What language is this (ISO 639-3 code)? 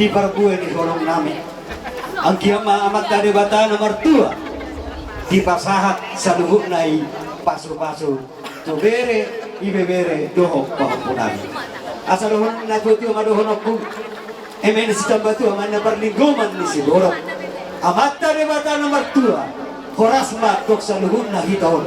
bbc